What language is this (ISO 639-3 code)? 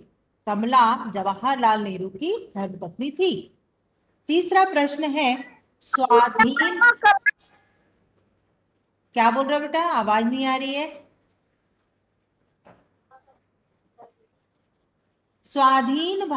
hin